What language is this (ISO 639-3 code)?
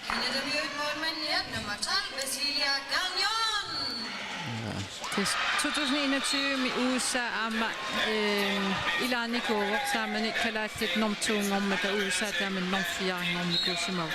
kal